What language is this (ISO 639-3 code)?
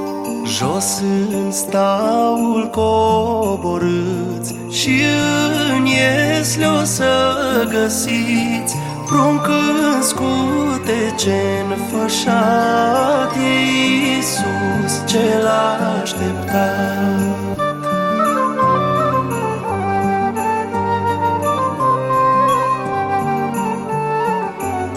ron